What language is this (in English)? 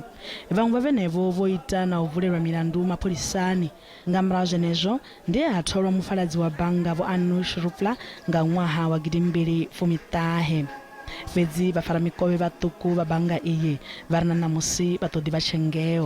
Venda